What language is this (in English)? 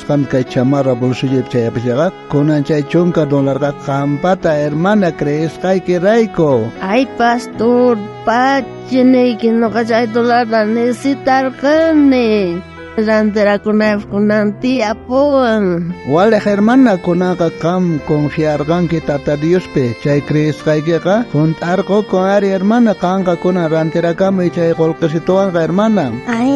South Bolivian Quechua